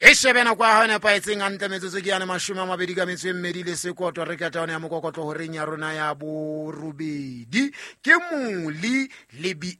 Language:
Southern Sotho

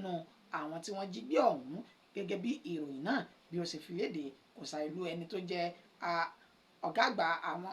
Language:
Yoruba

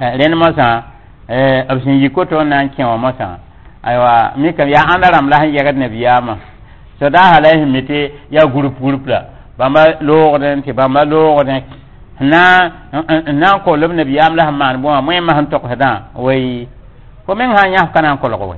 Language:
Mossi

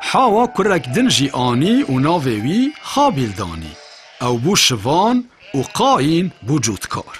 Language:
Kurdish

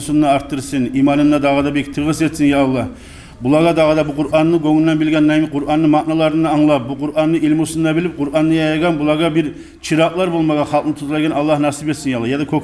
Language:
Kumyk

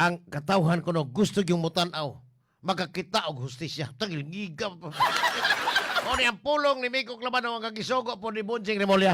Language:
Cebuano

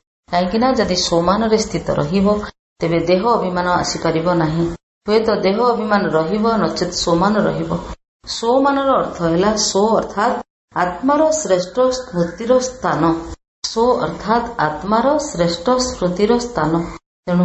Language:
Odia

